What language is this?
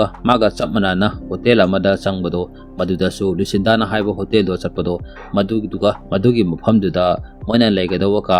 Manipuri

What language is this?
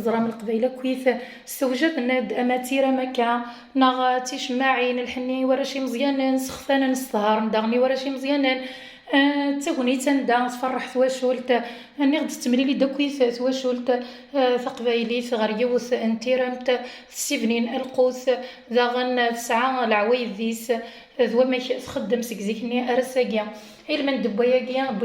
Kabyle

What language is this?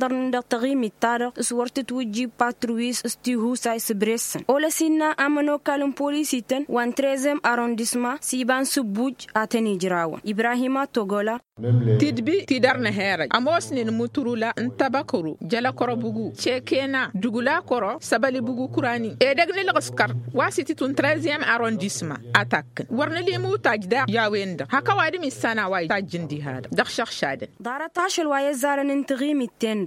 Tamasheq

